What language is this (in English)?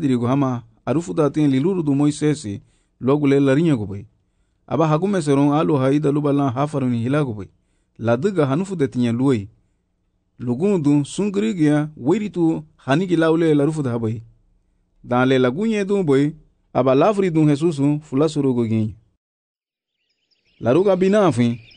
Garifuna